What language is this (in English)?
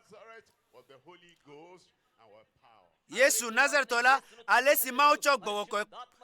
Ewe